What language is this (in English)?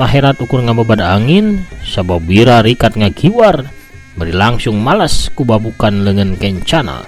Sundanese